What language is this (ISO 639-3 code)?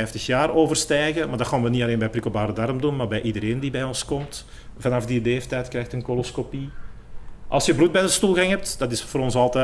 nld